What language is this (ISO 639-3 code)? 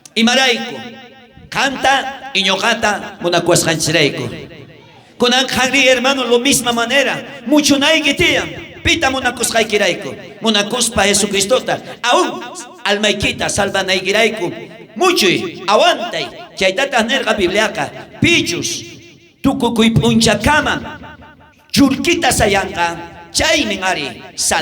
quh